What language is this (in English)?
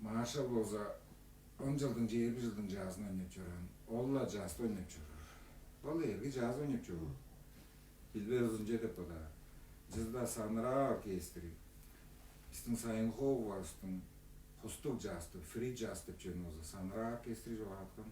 Tuvinian